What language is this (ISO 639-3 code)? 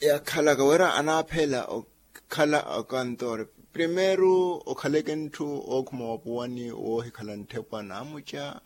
vmw